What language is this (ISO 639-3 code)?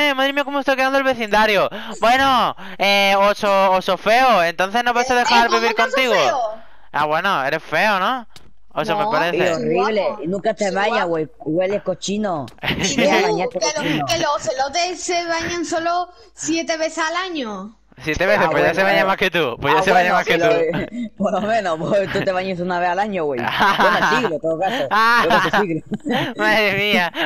spa